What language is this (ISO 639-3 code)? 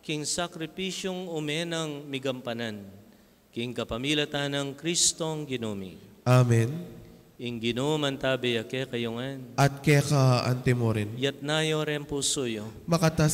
pam